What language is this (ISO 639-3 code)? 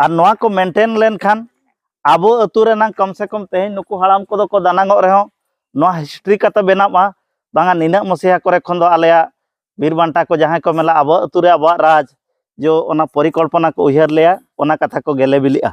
sat